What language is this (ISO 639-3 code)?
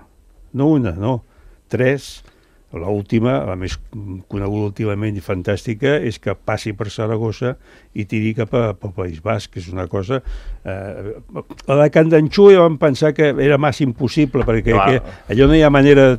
cat